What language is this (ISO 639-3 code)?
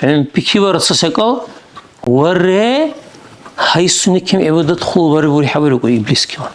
dar